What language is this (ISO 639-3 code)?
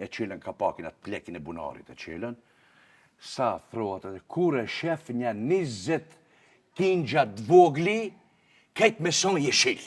sqi